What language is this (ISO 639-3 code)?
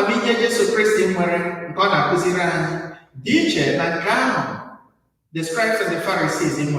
ibo